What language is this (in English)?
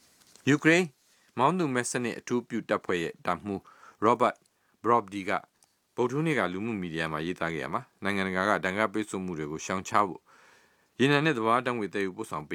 Burmese